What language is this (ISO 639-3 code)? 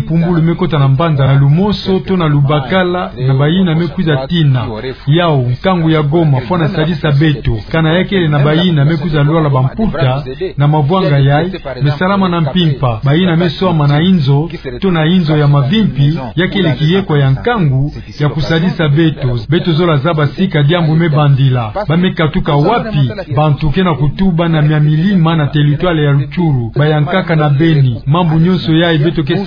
ktu